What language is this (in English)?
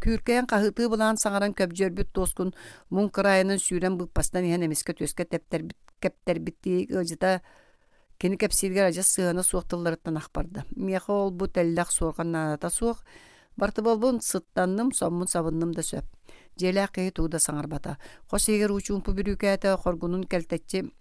Yakut